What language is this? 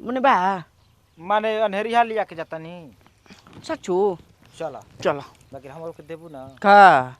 Bhojpuri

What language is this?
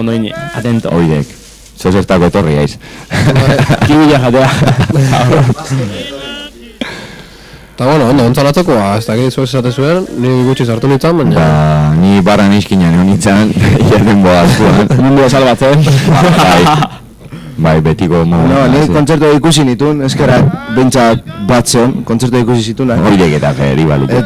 Basque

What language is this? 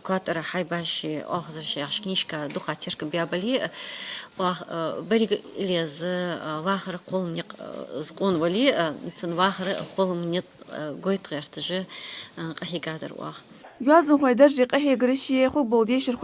Ingush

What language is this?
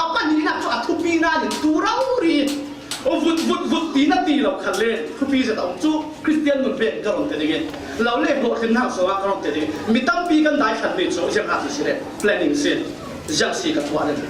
Falam Chin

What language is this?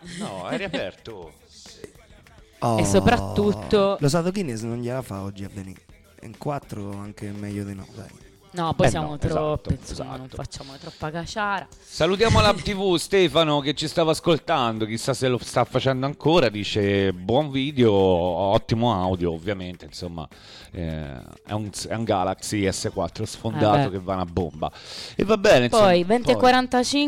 Italian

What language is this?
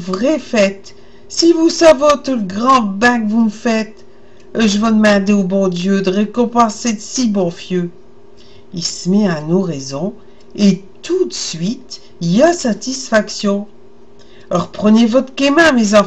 Picard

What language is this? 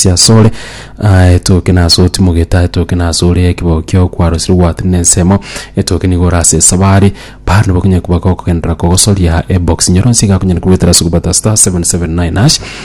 Gusii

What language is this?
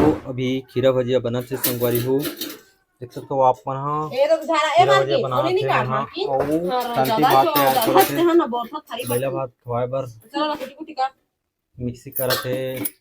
Chhattisgarhi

